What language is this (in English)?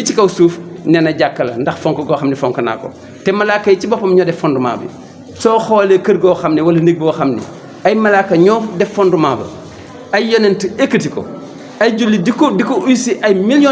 Wolof